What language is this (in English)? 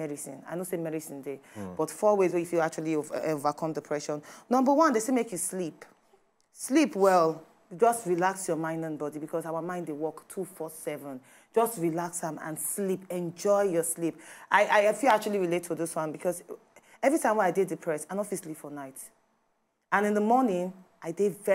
Nigerian Pidgin